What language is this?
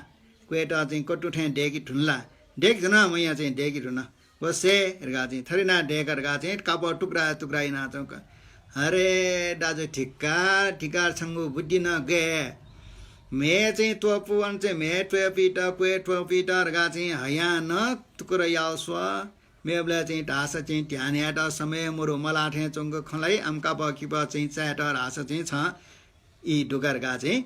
Newari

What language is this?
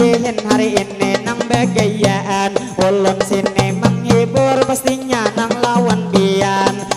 Banjar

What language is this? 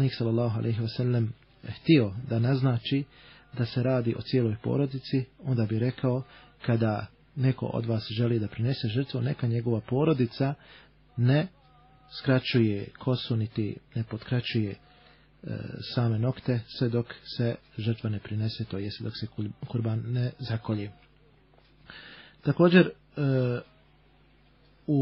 Bosnian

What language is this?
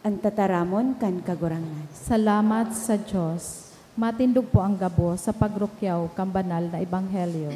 Bikol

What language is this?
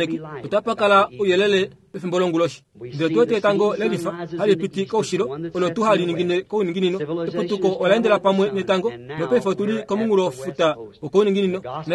Kuanyama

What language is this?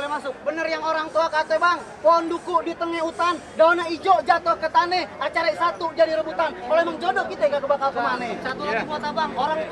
Betawi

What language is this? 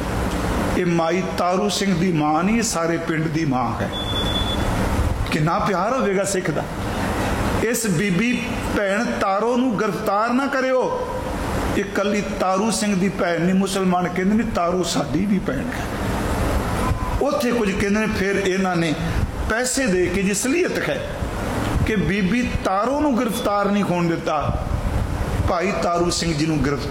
Punjabi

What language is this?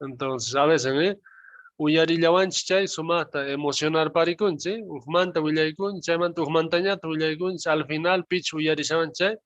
South Bolivian Quechua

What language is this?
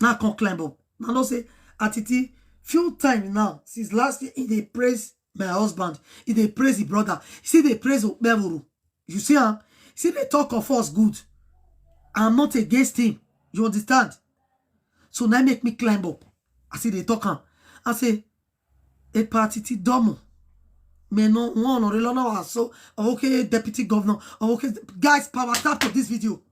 Nigerian Pidgin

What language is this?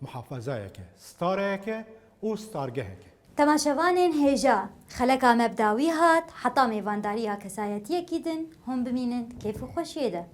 Kurdish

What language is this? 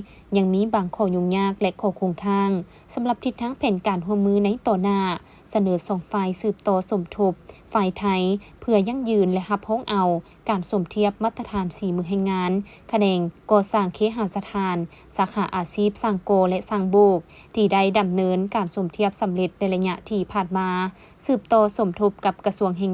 Lao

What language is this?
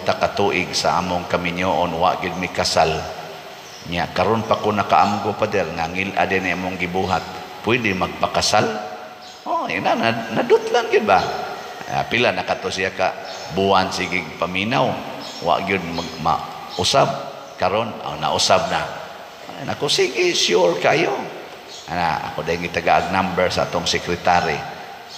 Cebuano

